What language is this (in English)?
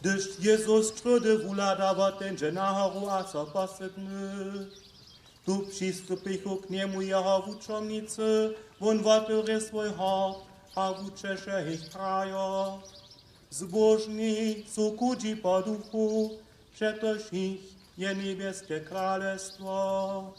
Upper Sorbian